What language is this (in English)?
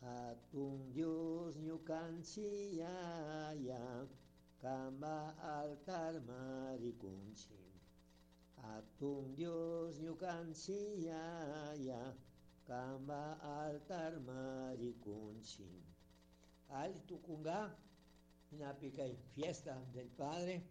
Chimborazo Highland Quichua